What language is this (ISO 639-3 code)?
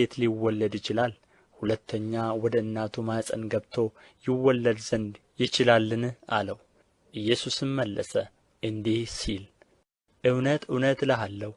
amh